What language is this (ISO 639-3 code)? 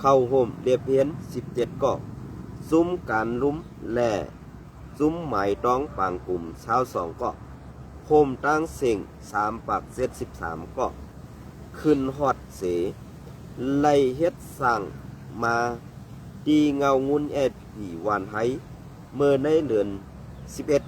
shn